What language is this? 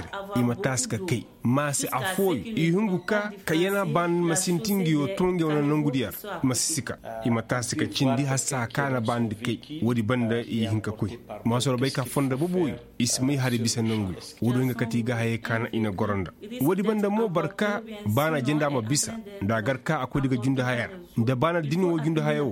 Koyraboro Senni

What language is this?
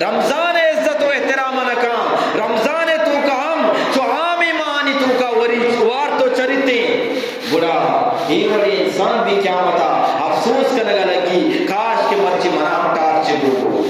Eastern Balochi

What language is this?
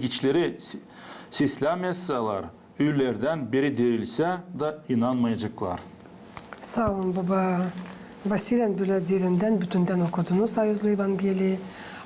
Gagauz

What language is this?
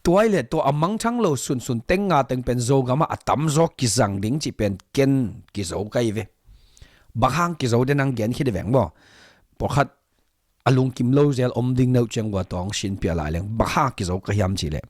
Tedim Chin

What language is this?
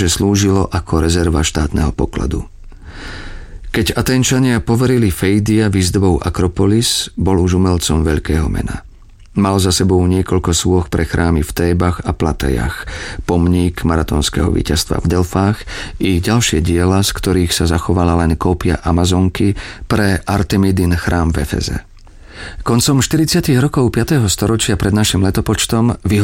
Slovak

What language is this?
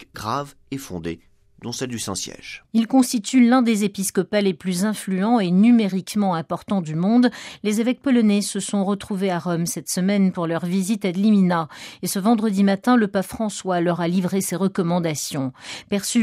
French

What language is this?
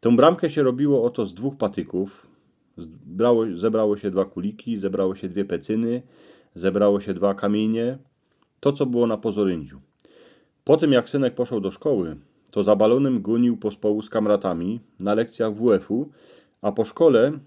Silesian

